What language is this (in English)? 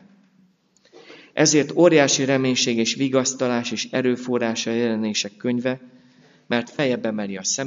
Hungarian